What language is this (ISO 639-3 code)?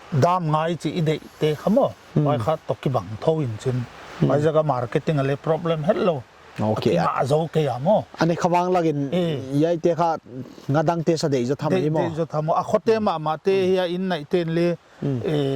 pck